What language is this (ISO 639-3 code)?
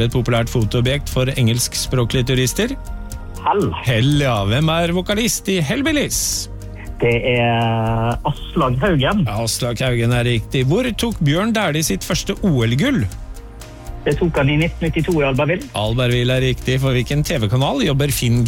nor